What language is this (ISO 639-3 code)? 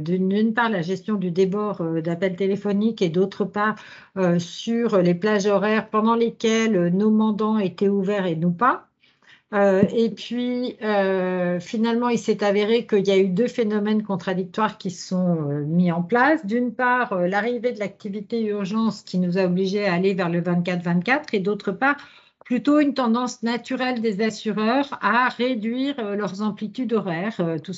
fra